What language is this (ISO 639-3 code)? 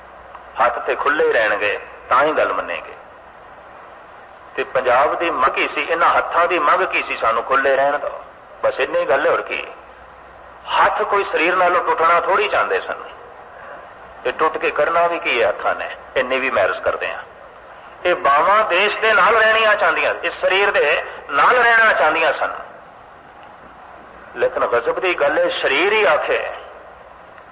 pan